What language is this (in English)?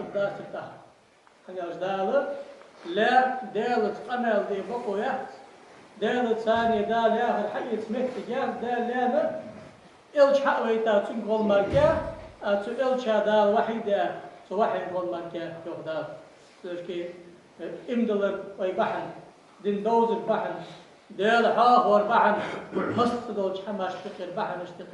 Ingush